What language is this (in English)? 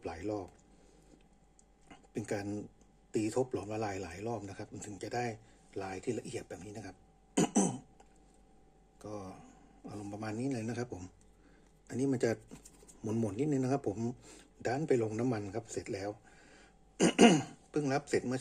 Thai